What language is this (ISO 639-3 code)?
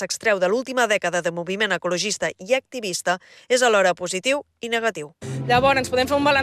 cat